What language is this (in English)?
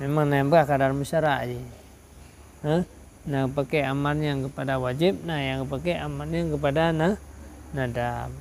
Achinese